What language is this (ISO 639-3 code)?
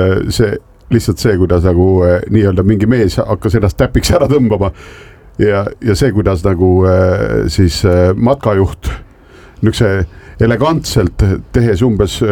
est